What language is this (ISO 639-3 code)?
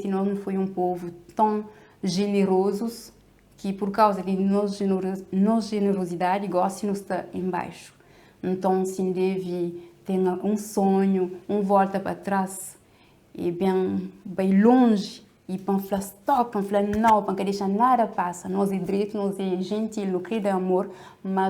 kea